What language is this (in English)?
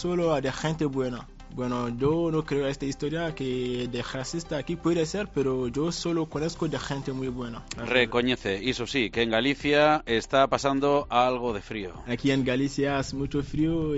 Galician